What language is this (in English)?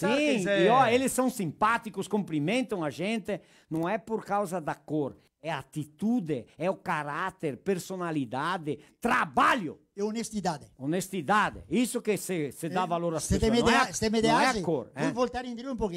Venetian